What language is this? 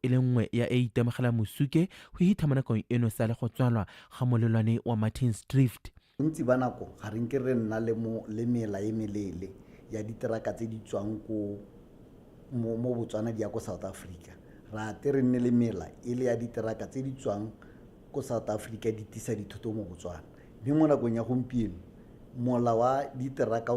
Tswana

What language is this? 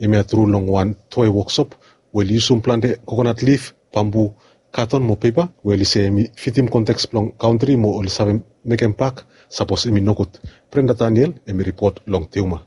Bislama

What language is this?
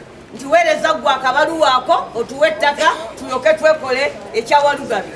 Ganda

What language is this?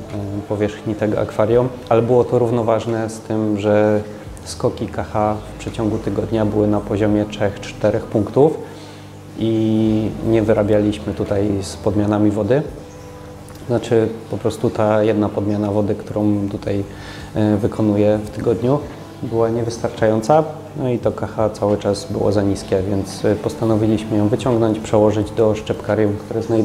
Polish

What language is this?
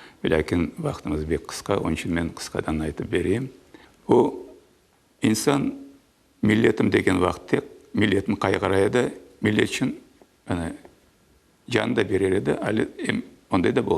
Crimean Tatar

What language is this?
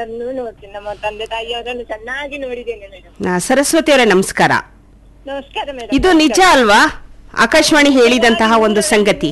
Kannada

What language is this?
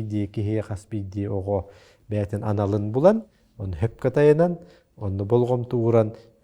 Yakut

